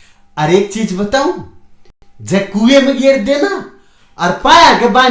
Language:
Haryanvi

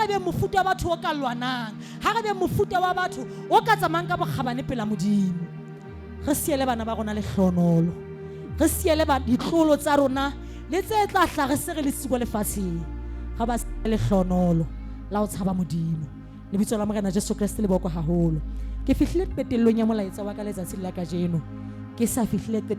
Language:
Southern Sotho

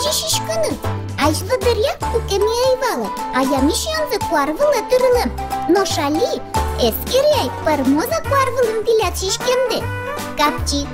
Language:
Udmurt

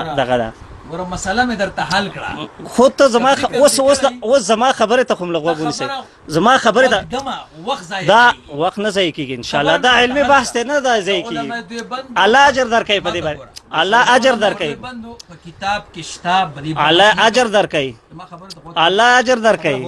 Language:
Pashto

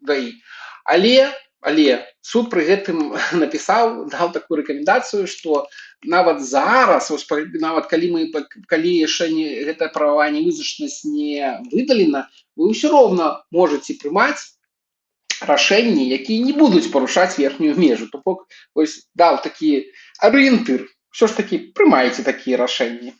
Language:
Belarusian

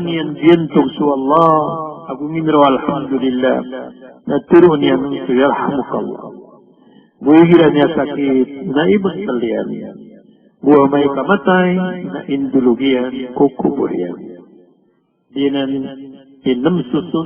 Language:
Maranao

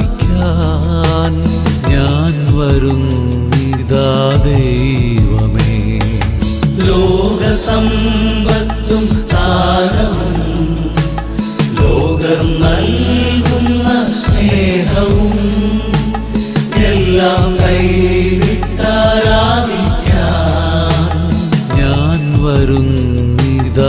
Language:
Malayalam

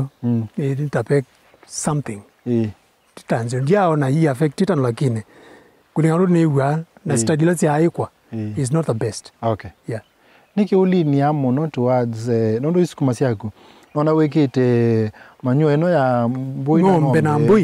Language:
Kamba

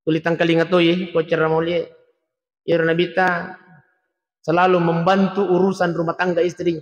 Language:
Buginese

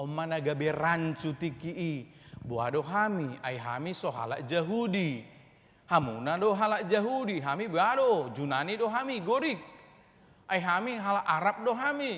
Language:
Batak Toba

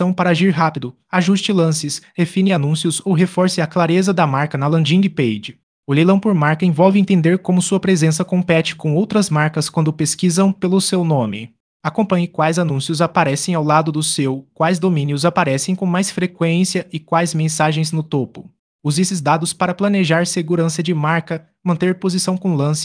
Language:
Portuguese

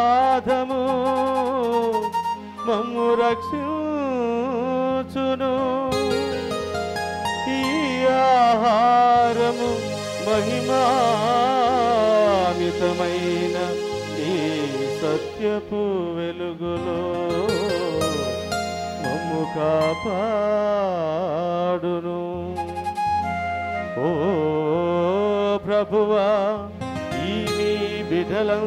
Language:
Telugu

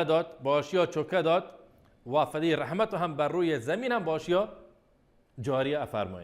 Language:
Baluchi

